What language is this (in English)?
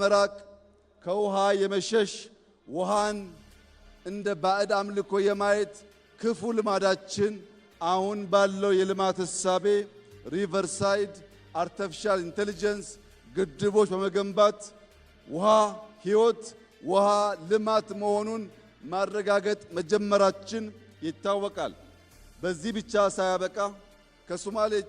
Amharic